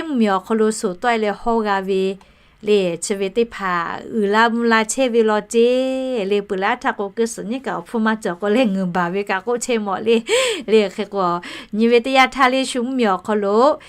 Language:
Lahu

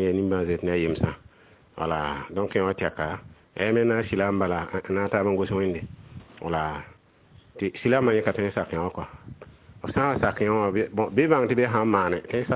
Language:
Mossi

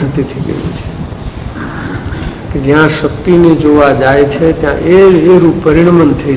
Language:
Gujarati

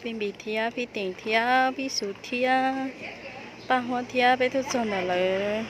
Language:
Hmong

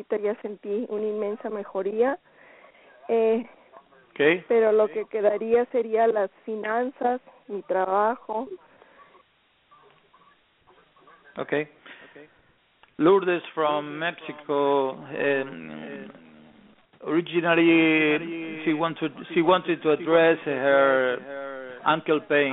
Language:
Spanish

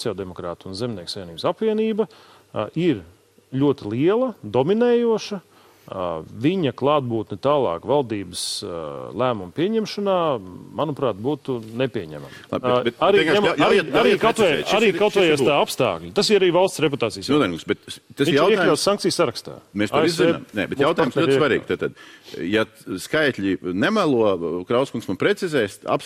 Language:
Latvian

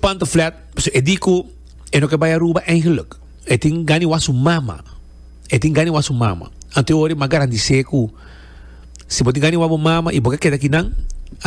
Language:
Papiamento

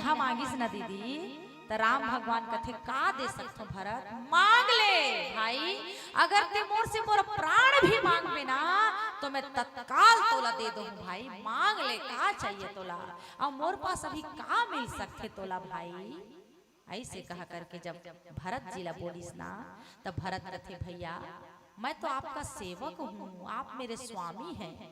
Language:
Chhattisgarhi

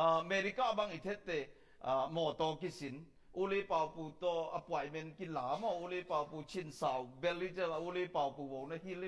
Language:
Tedim Chin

